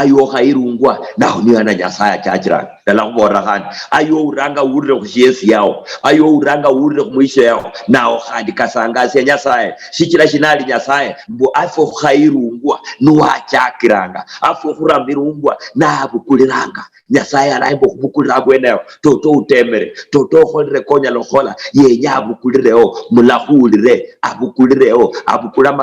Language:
Luyia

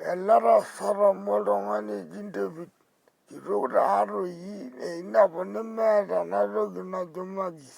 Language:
Masai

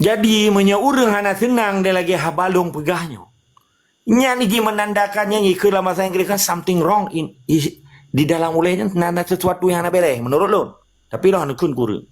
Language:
Achinese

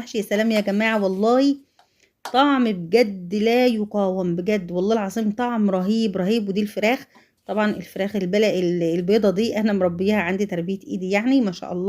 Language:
Egyptian Arabic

